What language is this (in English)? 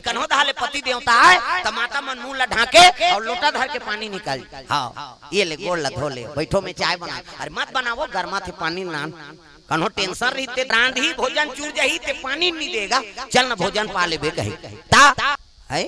Chhattisgarhi